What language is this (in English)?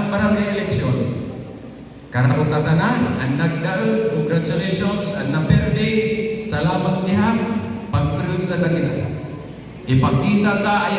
Waray